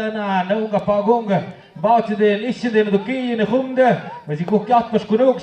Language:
Tlahuitoltepec Mixe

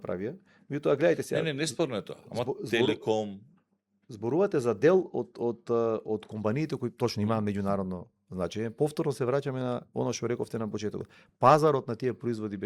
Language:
Macedonian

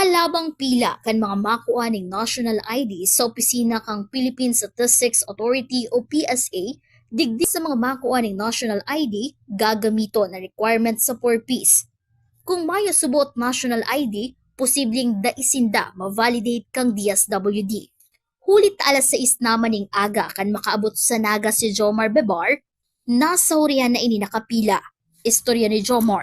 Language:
Bikol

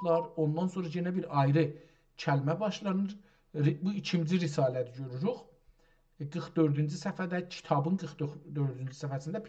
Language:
South Azerbaijani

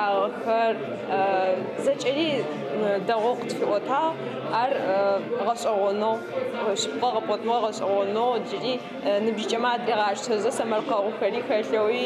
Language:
Adyghe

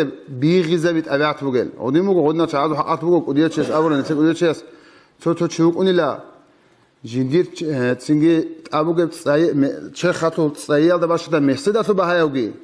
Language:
Avaric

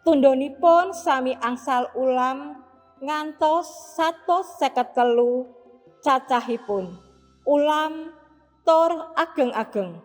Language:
Javanese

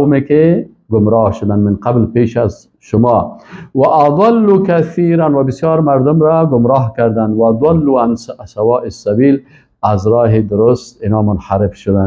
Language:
Persian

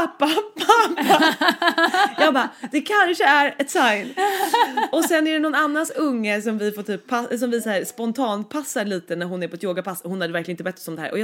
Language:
Swedish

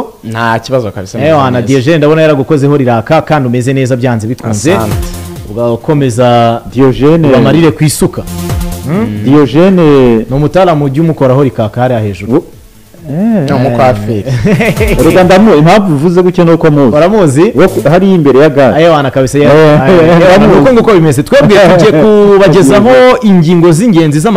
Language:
Kinyarwanda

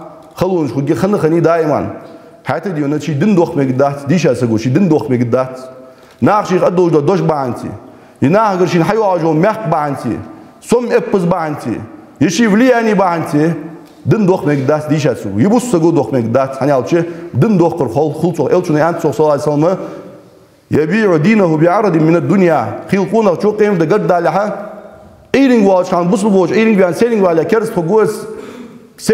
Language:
Ingush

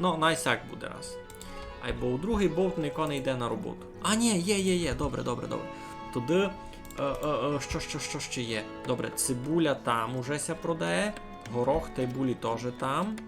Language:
Rusyn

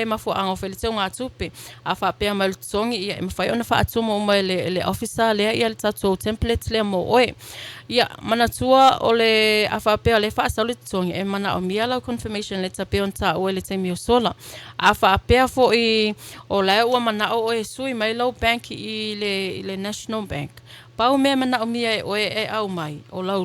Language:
Samoan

